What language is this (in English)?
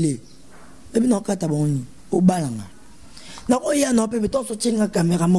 Lingala